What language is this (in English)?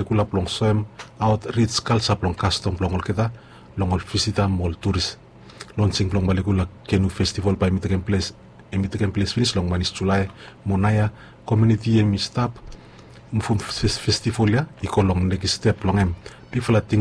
Bislama